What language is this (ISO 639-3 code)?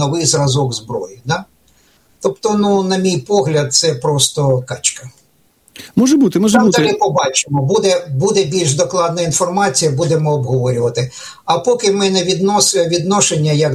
ukr